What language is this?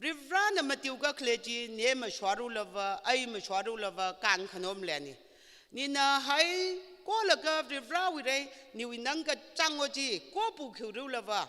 Tangkhul Naga (India)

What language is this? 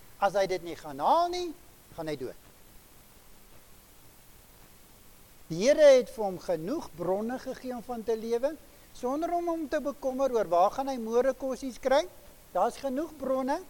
Afrikaans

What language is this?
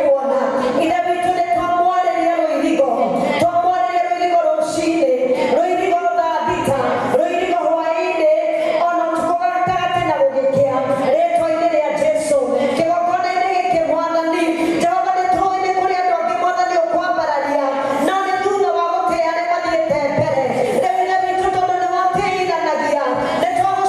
Kikuyu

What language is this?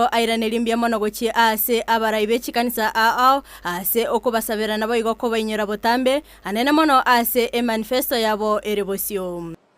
Gusii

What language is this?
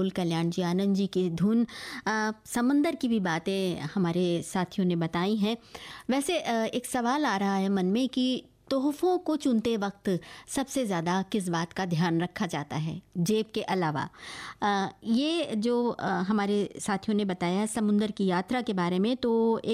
Hindi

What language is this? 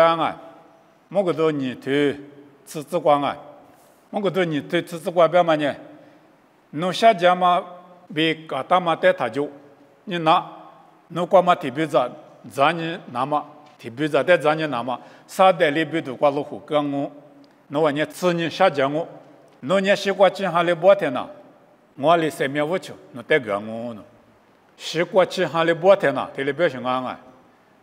Lisu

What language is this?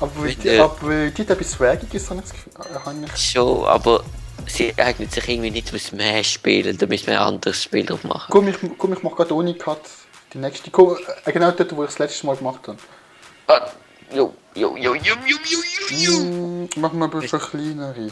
Swiss German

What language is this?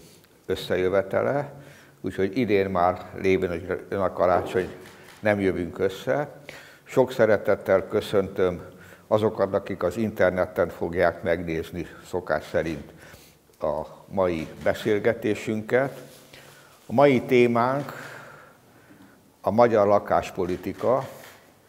Hungarian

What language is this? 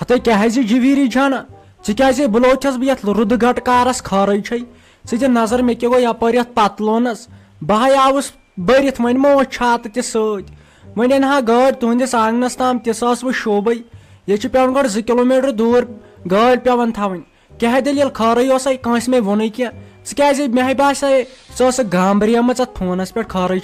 Kashmiri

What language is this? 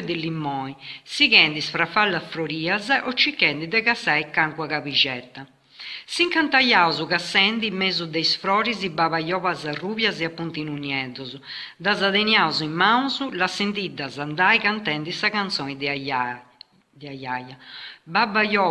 Sardinian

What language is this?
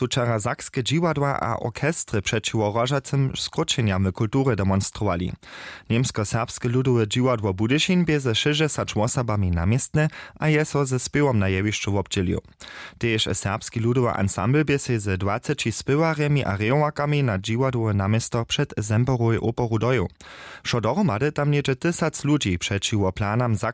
Upper Sorbian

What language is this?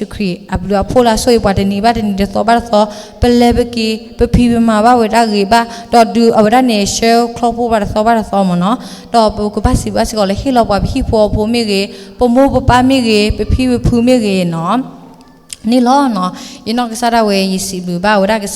S'gaw Karen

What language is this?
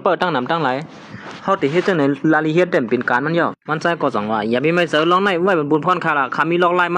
Shan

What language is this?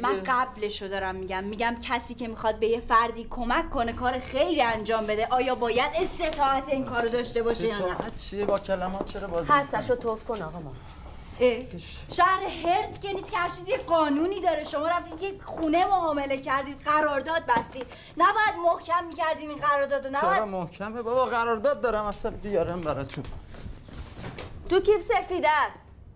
Persian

